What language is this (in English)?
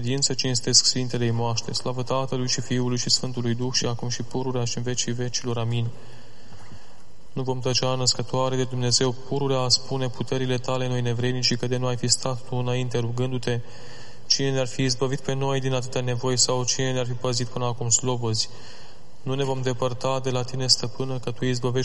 Romanian